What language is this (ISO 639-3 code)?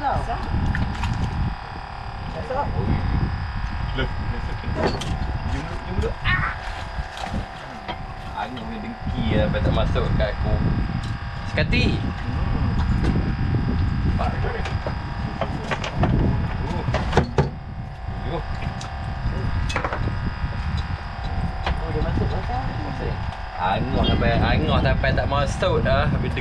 msa